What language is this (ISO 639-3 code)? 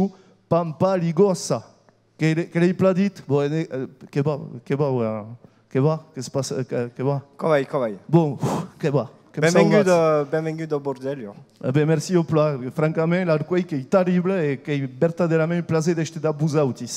oci